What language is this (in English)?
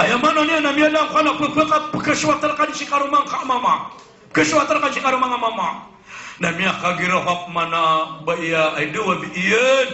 Maranao